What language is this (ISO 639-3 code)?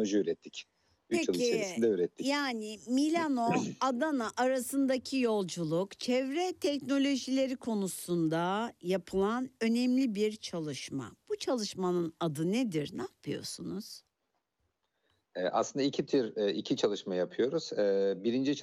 tur